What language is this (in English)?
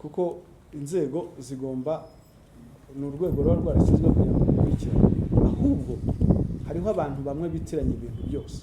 Kinyarwanda